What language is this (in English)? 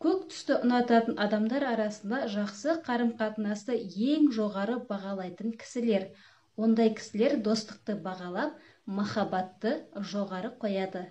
Kazakh